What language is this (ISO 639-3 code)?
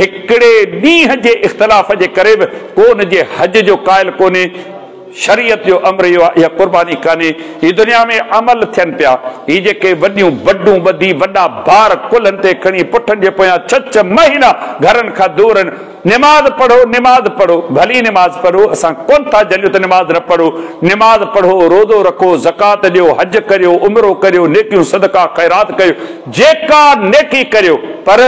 snd